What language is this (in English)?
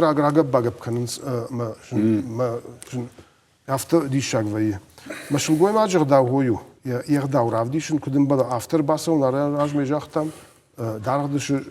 Ossetic